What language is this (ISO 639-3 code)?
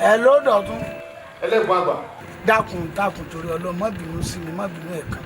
yor